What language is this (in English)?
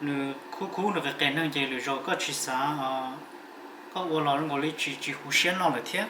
Hmong